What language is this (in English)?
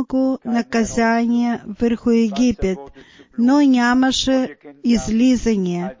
Bulgarian